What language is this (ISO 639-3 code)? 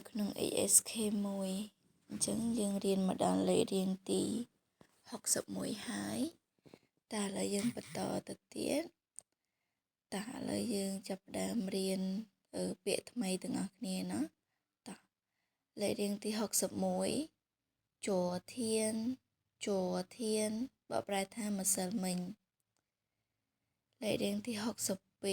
khm